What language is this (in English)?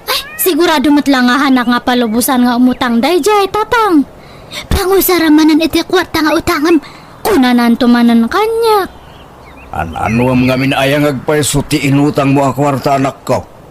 Iloko